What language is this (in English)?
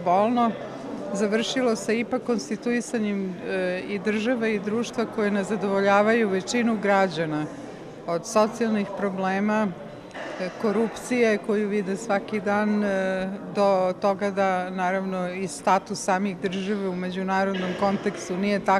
Croatian